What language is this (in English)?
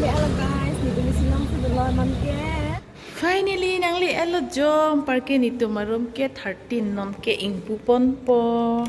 Karbi